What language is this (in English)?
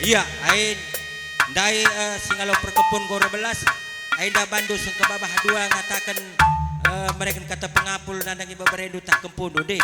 Batak Karo